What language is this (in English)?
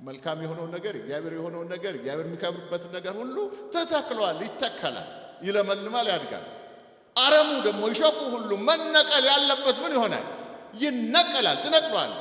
Amharic